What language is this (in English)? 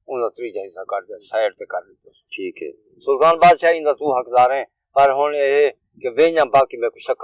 Saraiki